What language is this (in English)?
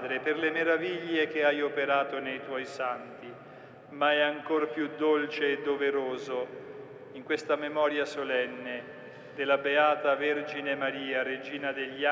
Italian